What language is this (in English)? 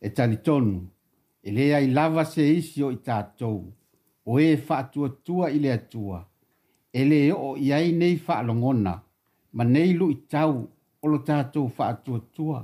Samoan